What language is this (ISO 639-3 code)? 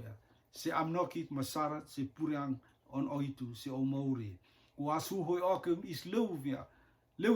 rtm